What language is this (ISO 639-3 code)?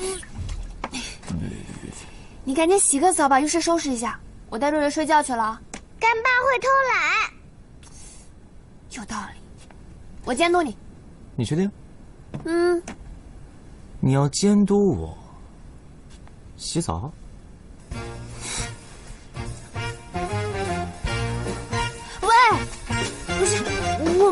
zho